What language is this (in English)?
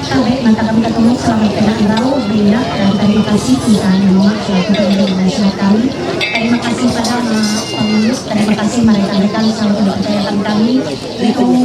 Ma'anyan